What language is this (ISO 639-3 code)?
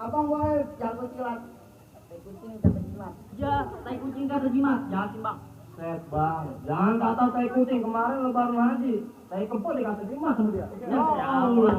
bew